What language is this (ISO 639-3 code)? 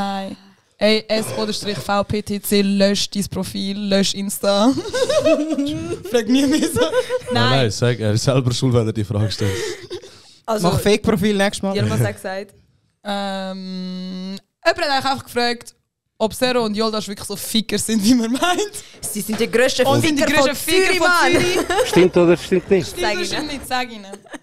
gsw